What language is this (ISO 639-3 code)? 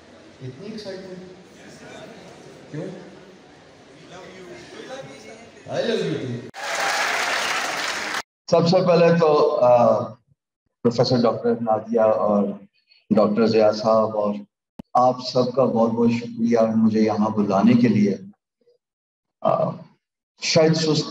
urd